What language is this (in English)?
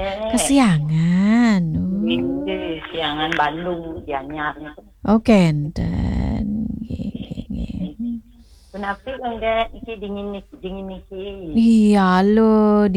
Balinese